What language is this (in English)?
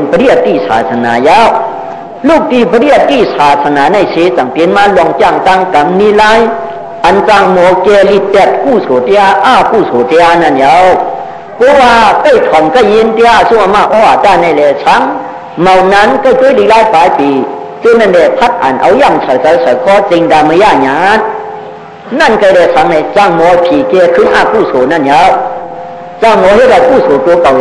Shan